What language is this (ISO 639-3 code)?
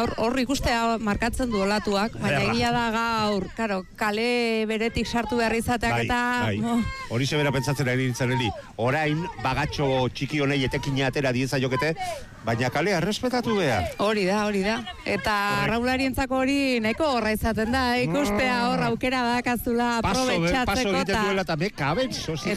eus